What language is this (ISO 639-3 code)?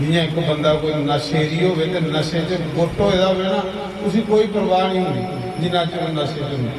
doi